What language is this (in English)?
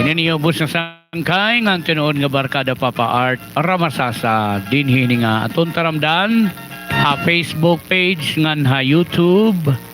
Waray